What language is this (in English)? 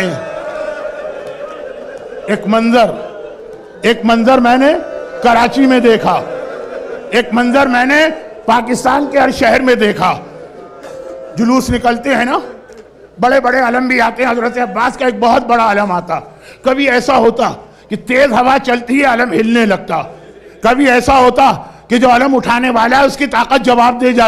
Urdu